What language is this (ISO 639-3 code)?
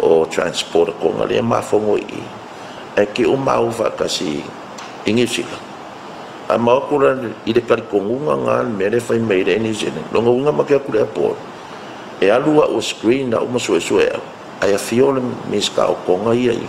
smo